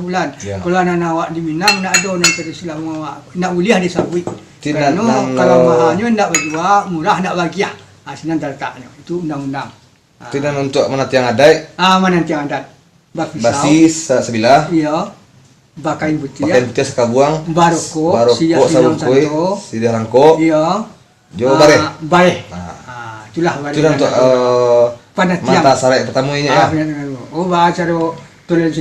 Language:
Minangkabau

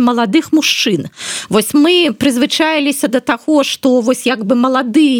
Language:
Belarusian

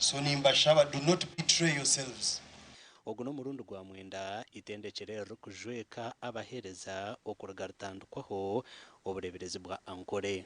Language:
Nyankole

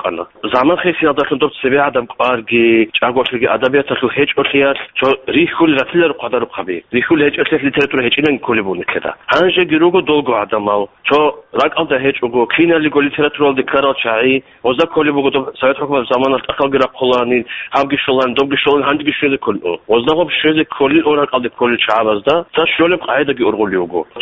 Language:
Avaric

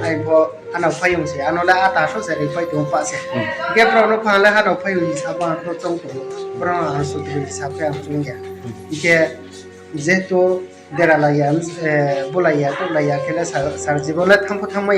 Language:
Riang (India)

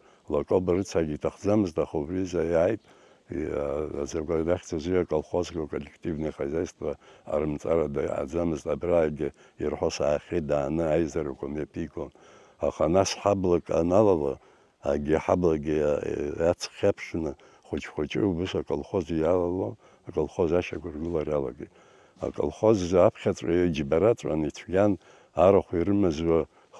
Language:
Abkhazian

